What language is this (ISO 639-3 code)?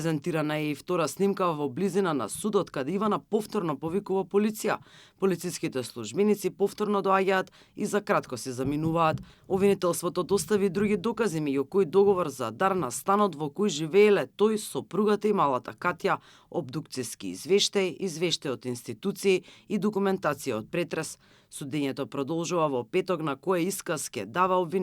mkd